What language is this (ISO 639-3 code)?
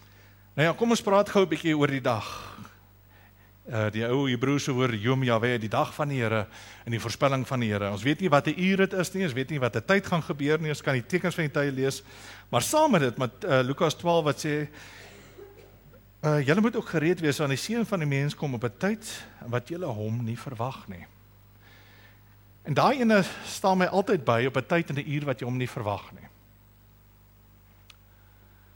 afr